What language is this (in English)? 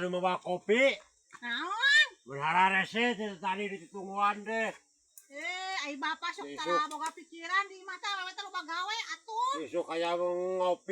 Sundanese